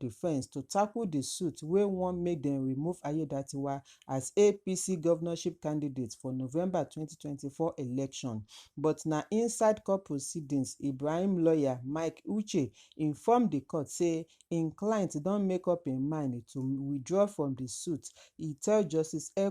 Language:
Nigerian Pidgin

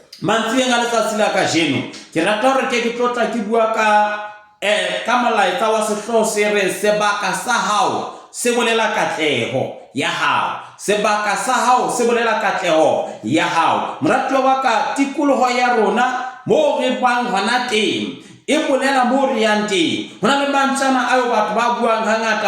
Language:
Southern Sotho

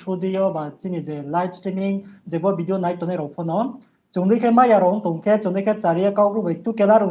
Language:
Riang (India)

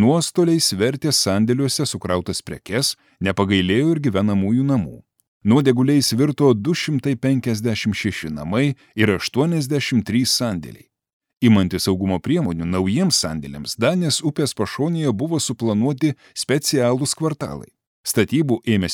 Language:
Lithuanian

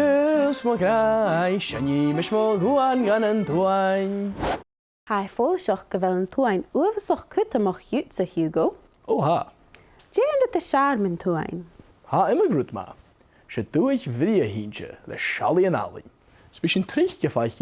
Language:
Scottish Gaelic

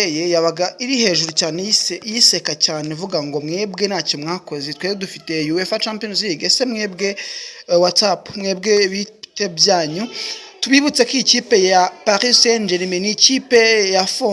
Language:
Kinyarwanda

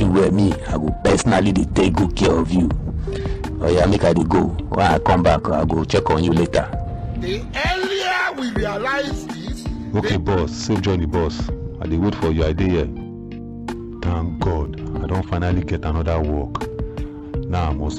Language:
Nigerian Pidgin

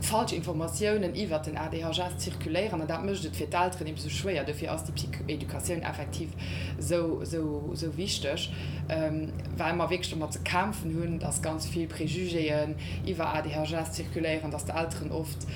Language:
Luxembourgish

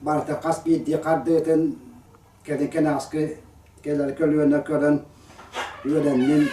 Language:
Yakut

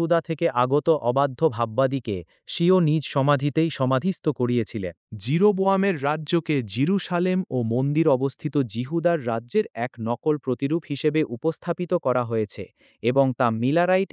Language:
Bangla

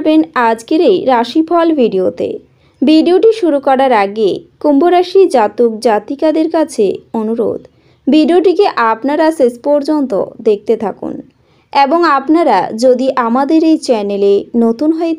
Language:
Bangla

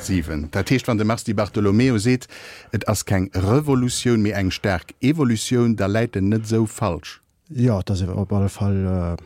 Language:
Luxembourgish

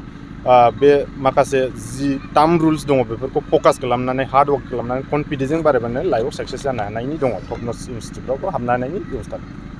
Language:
Bodo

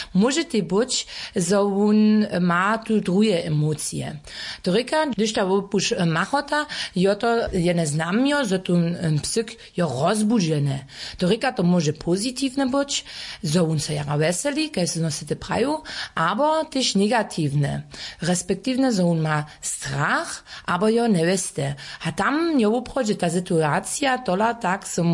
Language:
Upper Sorbian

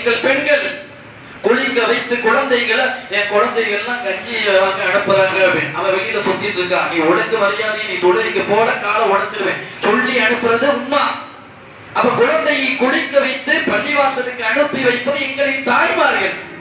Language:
Tamil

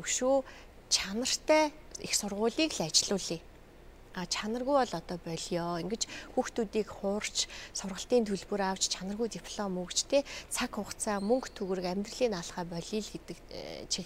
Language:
Mongolian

